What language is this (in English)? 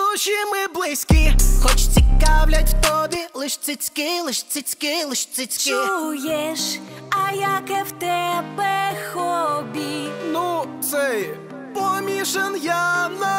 Ukrainian